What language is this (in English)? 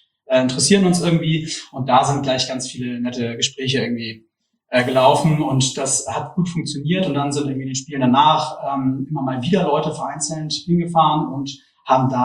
German